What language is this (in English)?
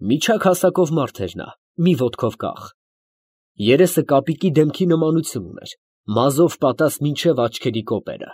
Armenian